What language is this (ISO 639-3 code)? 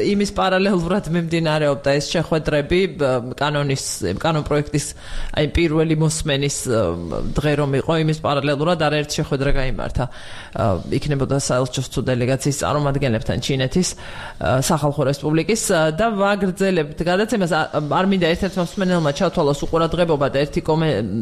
kat